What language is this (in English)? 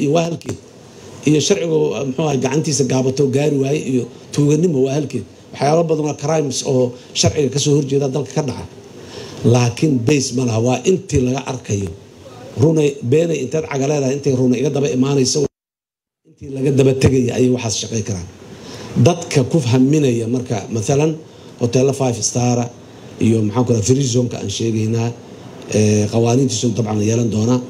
Somali